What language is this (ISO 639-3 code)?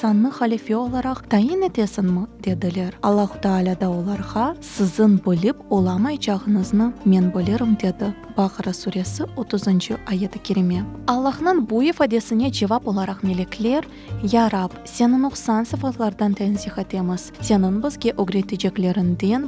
crh